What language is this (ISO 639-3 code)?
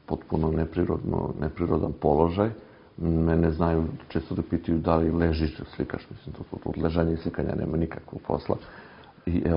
srp